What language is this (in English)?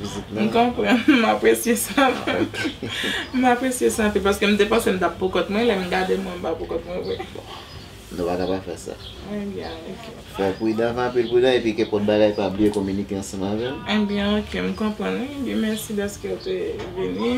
Haitian Creole